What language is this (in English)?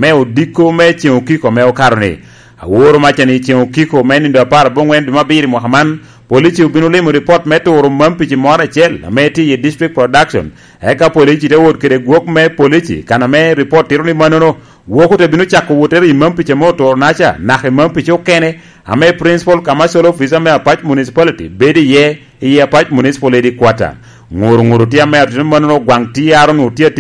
Lango (Uganda)